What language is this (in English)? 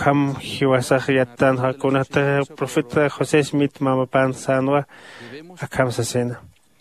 Aymara